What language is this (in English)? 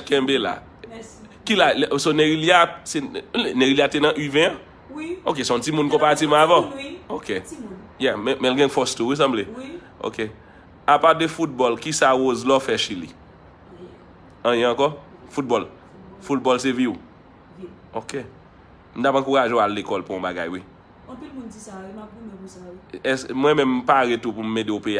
Haitian Creole